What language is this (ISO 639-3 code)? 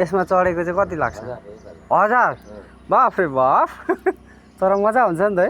nep